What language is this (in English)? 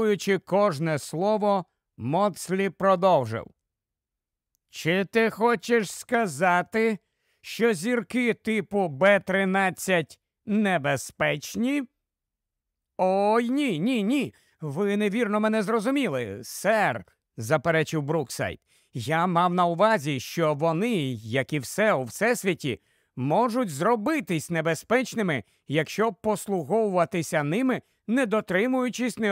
Ukrainian